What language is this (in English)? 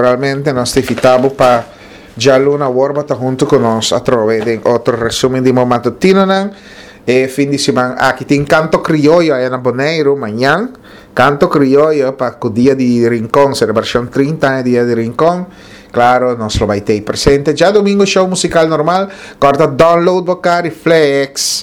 Papiamento